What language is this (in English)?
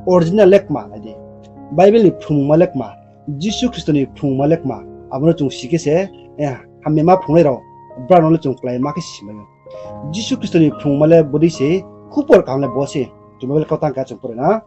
Riang (India)